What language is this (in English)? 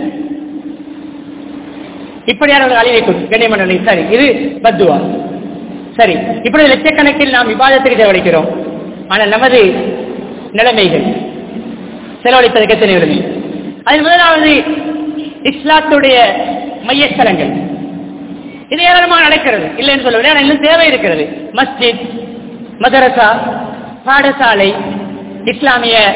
Tamil